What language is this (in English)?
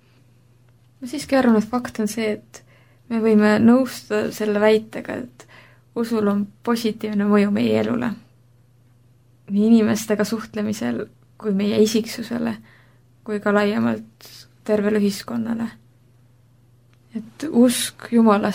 Estonian